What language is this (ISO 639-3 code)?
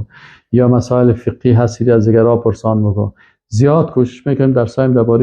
fas